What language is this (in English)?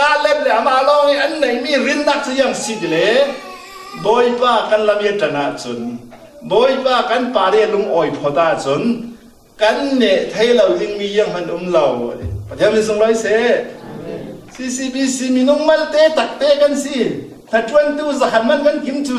Falam Chin